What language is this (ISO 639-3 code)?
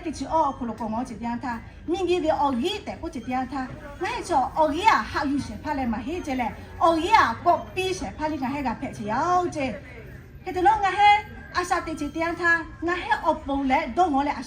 lhu